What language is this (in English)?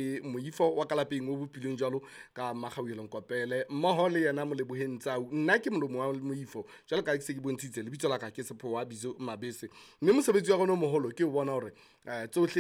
Southern Sotho